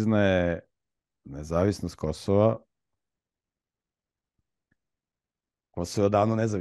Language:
Serbian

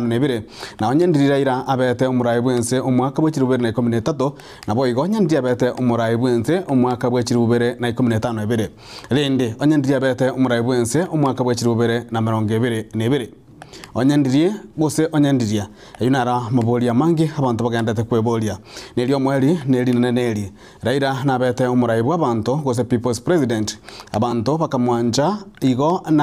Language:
Gusii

